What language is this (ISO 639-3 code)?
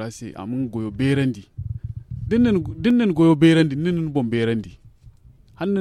dje